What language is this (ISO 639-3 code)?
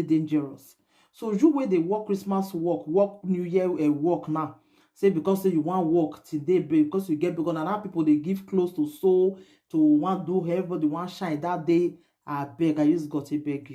pcm